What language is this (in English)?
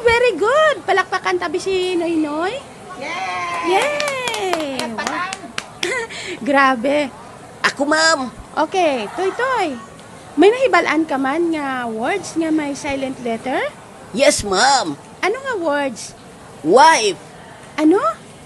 Hiligaynon